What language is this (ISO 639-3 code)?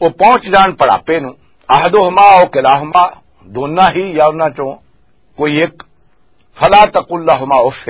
lah